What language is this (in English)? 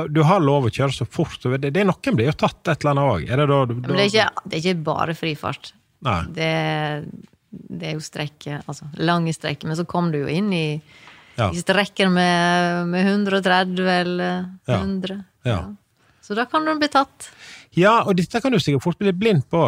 Norwegian